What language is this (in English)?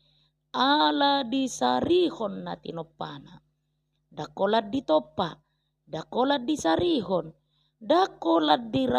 Batak Toba